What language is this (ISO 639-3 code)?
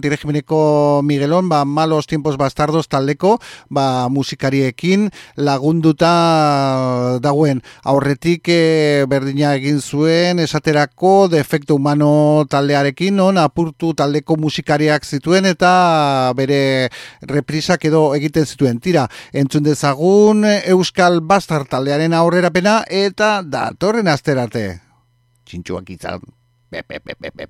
eus